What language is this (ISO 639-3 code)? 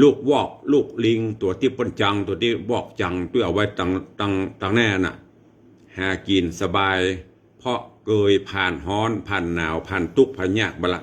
nod